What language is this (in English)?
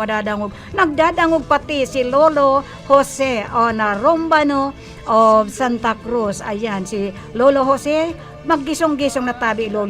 Bikol